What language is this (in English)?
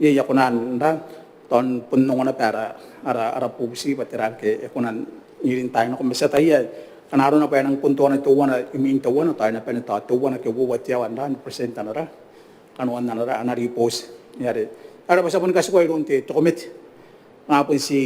Gilbertese